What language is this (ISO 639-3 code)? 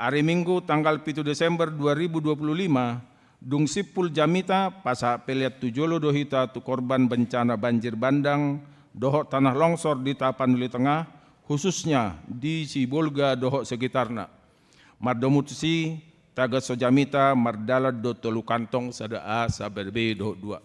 bbc